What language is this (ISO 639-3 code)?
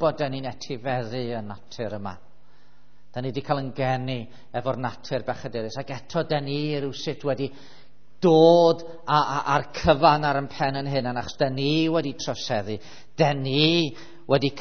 cym